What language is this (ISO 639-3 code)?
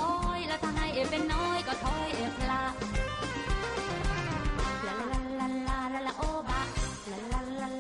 bul